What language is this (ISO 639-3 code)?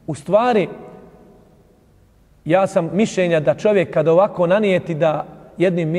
bos